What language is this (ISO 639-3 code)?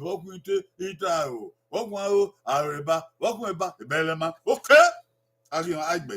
bin